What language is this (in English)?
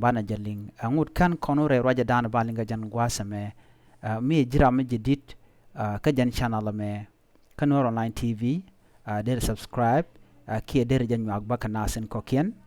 Nuer